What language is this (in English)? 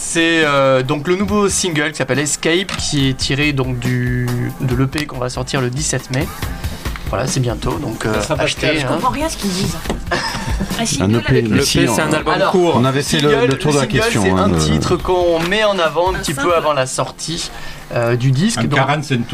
French